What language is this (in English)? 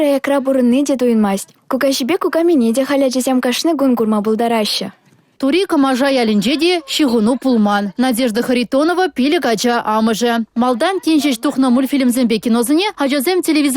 Chuvash